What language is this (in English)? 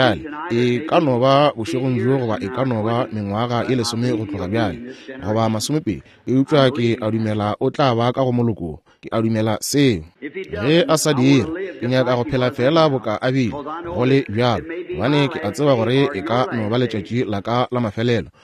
Northern Sotho